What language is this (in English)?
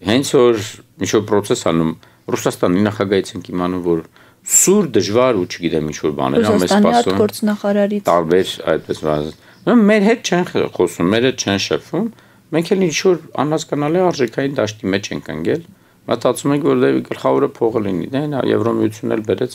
Armenian